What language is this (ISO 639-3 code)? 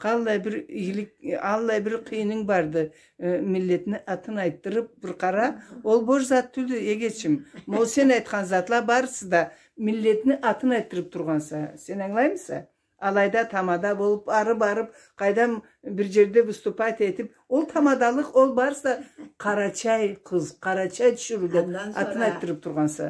krc